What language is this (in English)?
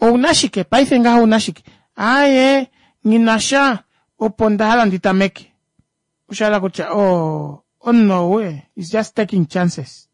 Kuanyama